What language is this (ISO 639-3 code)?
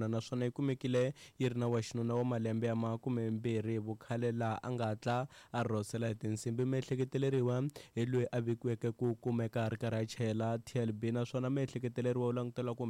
tso